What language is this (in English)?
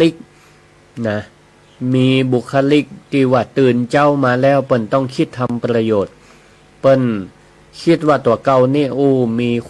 Northern Thai